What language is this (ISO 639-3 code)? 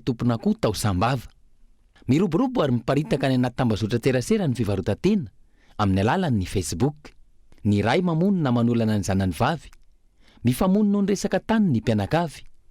mlg